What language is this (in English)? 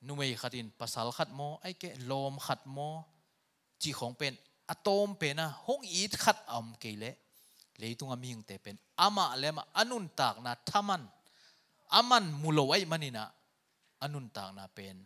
Tedim Chin